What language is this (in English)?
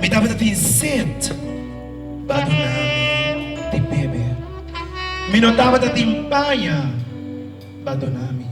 Papiamento